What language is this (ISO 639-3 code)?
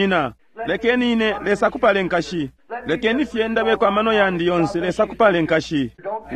bem